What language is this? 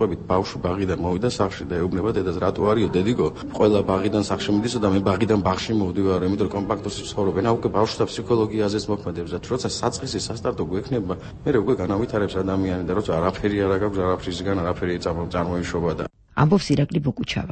Georgian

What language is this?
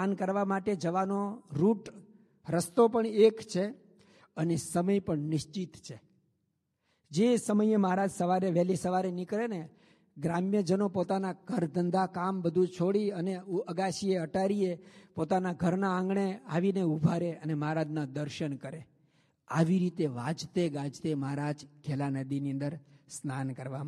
Gujarati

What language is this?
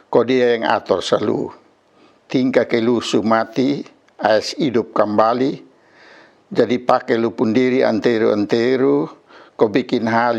Kupang Malay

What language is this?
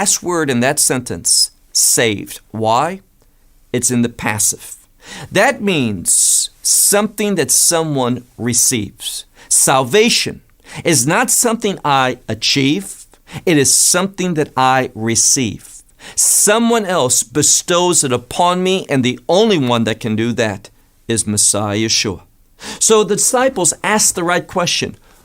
English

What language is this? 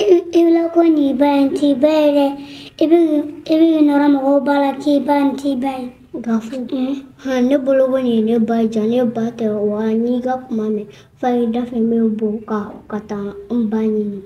Bambara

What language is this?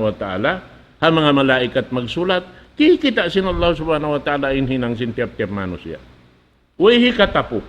Tausug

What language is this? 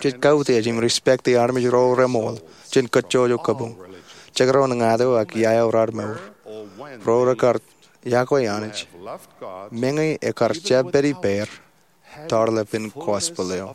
Marshallese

